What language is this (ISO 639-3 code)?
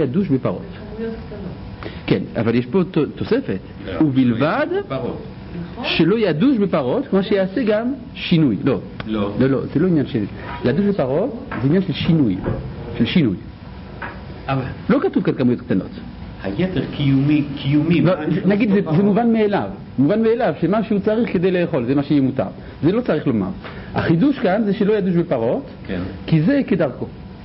heb